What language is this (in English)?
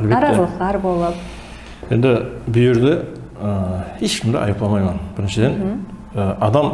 Kara-Kalpak